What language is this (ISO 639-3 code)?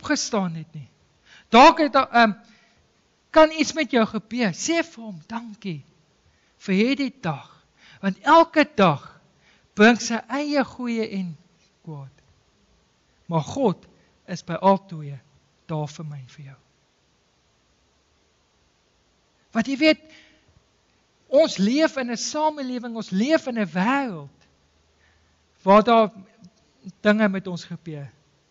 afr